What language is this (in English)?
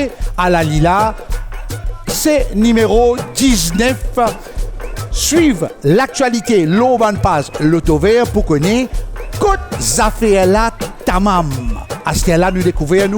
Morisyen